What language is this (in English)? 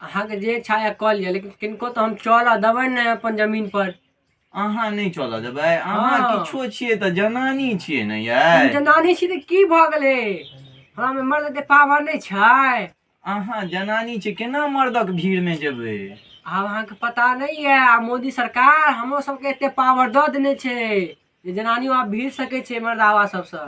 Maithili